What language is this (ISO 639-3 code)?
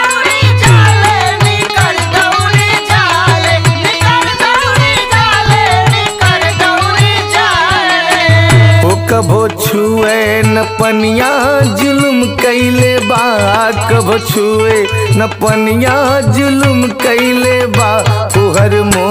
bho